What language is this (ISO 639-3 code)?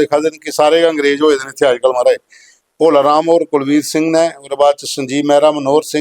doi